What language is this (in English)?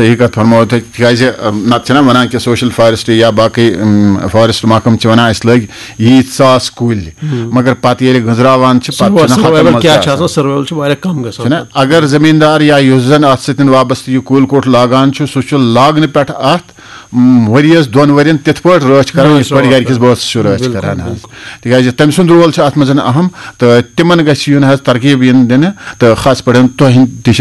Kashmiri